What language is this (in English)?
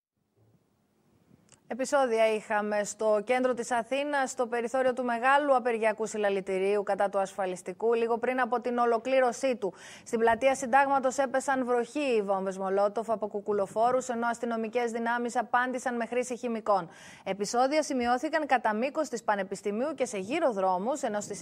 Greek